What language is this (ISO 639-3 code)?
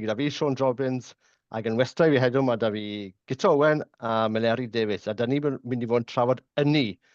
cym